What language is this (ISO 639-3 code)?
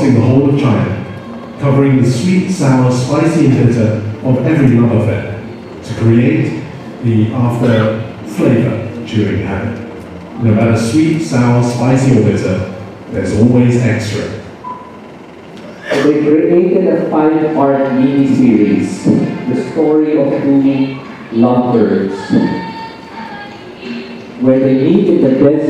eng